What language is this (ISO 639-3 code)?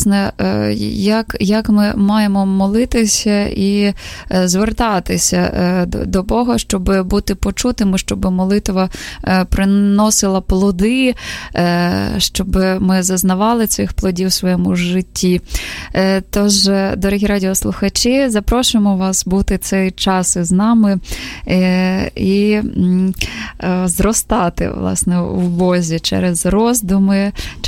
ukr